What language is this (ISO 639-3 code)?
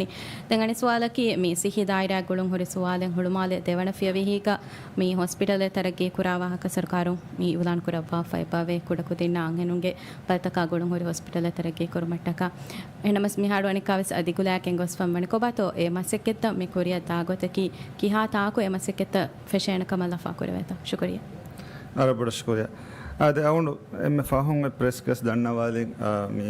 div